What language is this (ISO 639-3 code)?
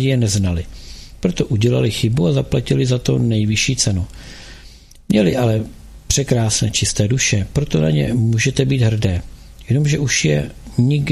ces